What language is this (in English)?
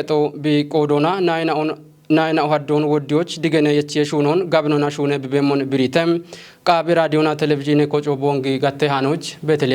Kafa